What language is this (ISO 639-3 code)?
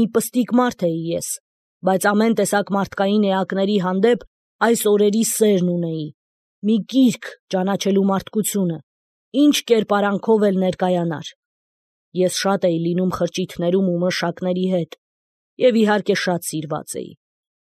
hye